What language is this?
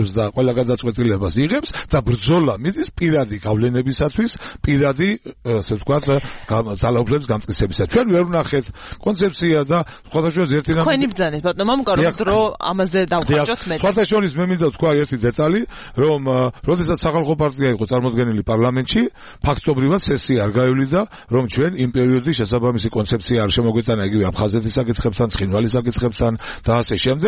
Georgian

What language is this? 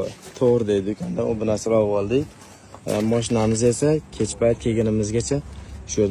Uzbek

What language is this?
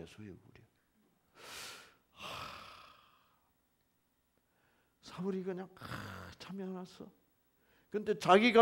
Korean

